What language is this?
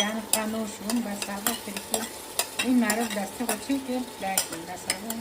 Kurdish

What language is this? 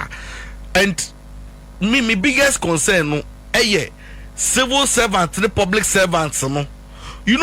Akan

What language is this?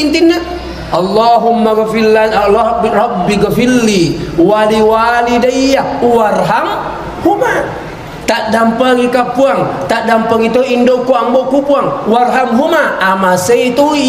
Buginese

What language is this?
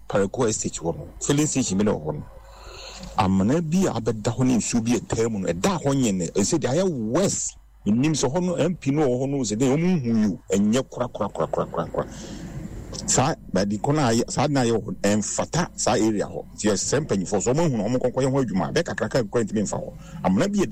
Akan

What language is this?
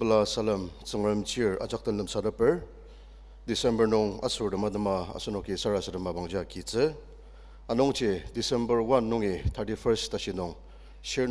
Ao Naga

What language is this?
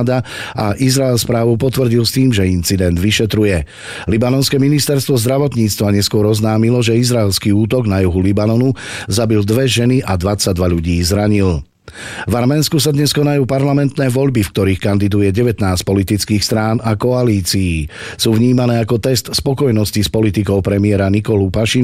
Slovak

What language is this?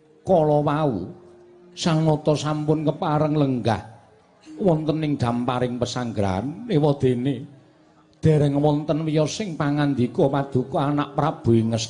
Javanese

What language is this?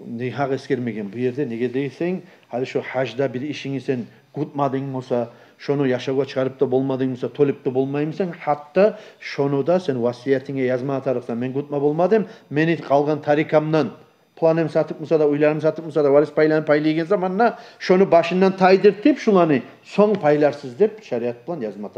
Kumyk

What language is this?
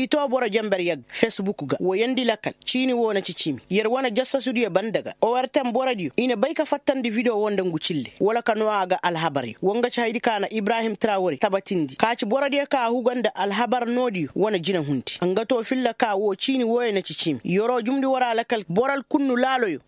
Koyraboro Senni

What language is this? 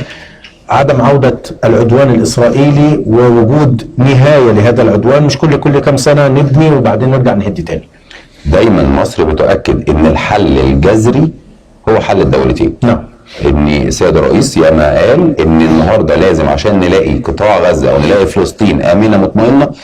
Egyptian Arabic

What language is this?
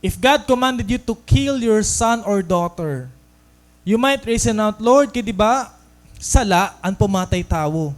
Waray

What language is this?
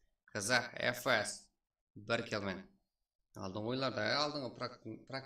Kara-Kalpak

